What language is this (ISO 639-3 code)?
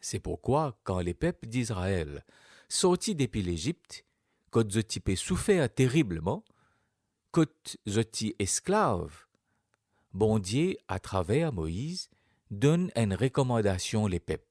mfe